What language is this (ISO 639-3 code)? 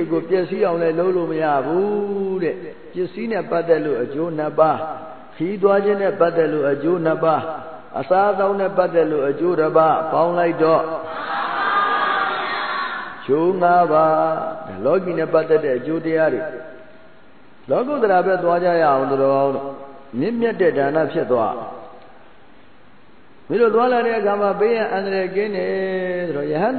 mya